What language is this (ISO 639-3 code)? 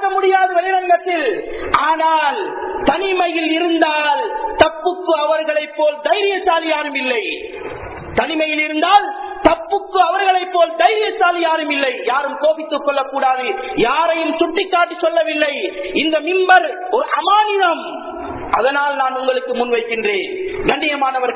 tam